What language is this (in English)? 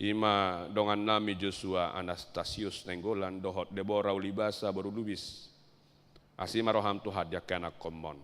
Batak Toba